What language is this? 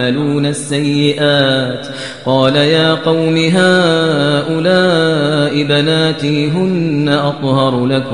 Kashmiri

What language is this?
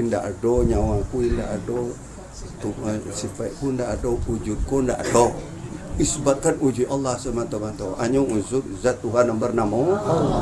Minangkabau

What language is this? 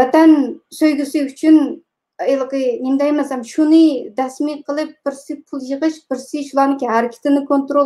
Uyghur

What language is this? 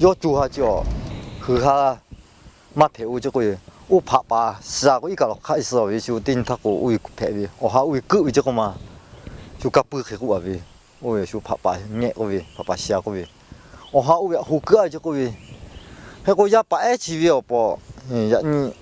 Lahu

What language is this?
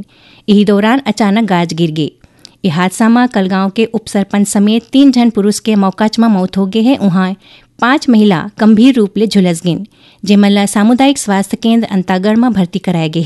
Chhattisgarhi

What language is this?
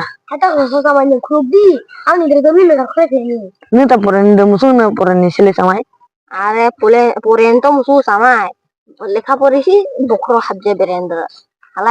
Kok Borok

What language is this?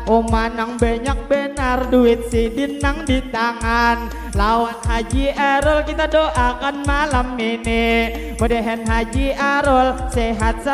Banjar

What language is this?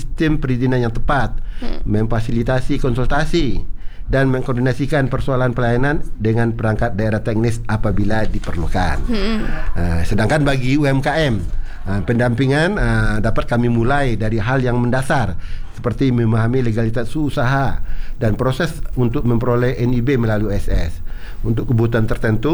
Indonesian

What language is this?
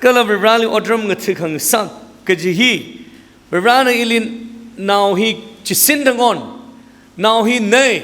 Tangkhul Naga (India)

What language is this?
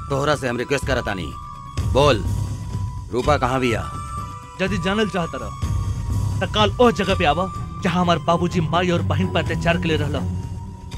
Bhojpuri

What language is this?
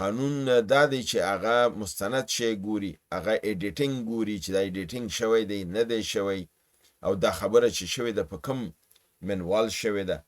Pashto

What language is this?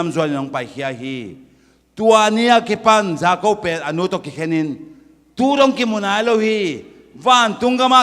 Tedim Chin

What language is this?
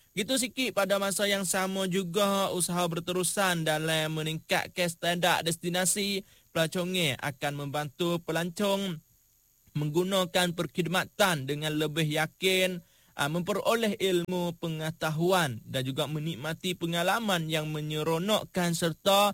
Malay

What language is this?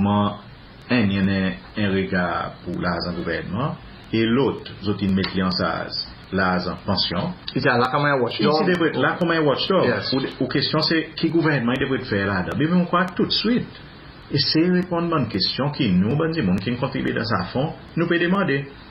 Seselwa Creole French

